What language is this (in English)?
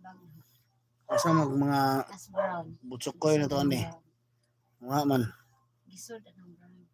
Cebuano